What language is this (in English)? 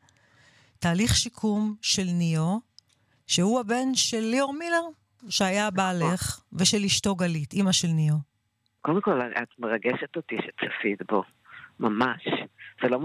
Hebrew